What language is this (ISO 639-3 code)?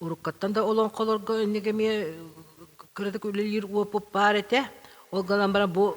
sah